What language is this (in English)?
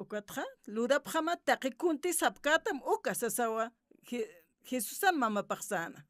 Aymara